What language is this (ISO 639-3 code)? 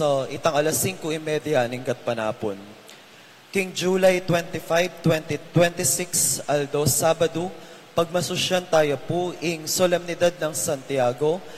pam